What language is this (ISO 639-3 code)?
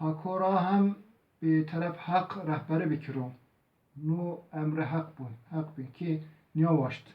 zza